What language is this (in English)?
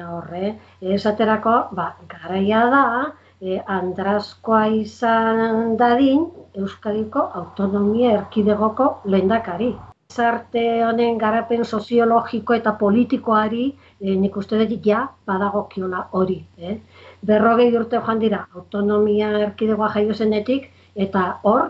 Basque